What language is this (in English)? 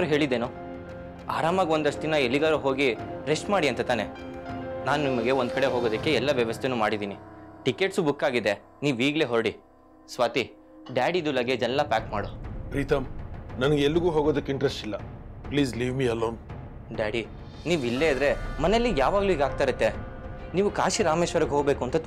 Kannada